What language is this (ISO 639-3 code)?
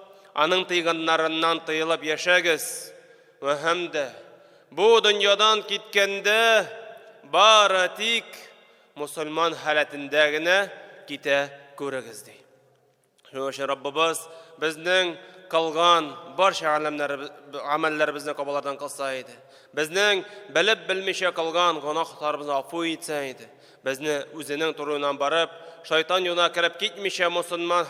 tat